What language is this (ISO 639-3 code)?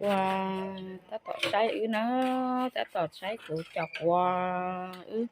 hmn